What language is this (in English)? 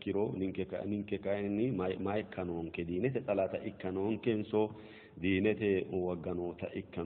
Sidamo